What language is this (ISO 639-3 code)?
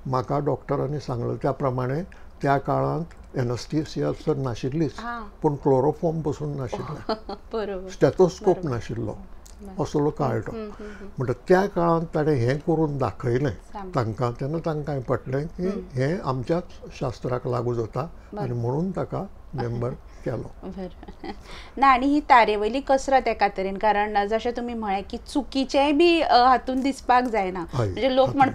kok